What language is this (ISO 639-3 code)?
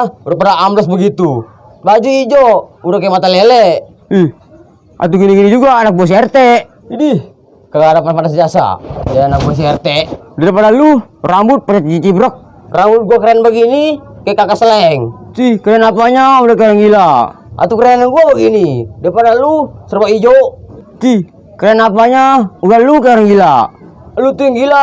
bew